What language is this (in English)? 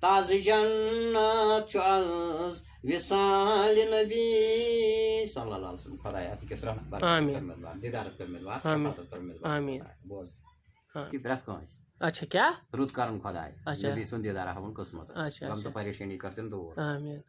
Kashmiri